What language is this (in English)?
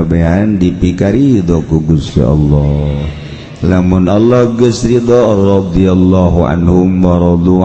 Sundanese